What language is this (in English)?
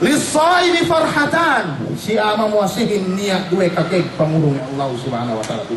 Yakan